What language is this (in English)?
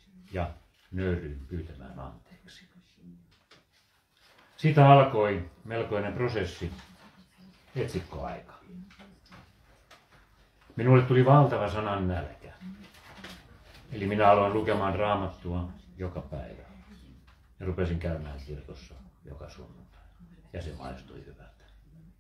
Finnish